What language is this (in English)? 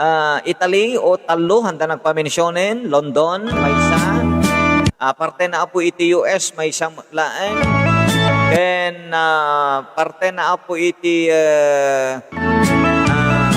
Iloko